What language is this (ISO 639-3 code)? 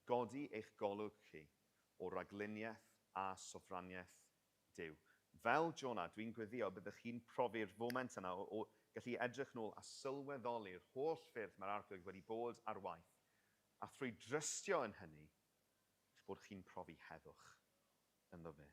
cym